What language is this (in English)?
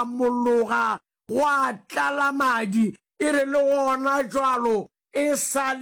Northern Sotho